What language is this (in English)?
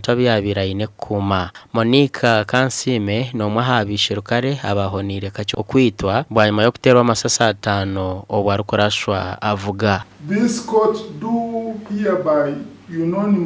Nyankole